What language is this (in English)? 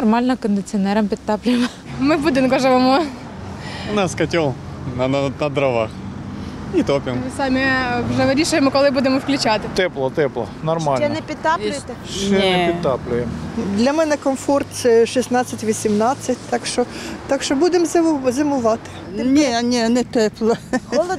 Ukrainian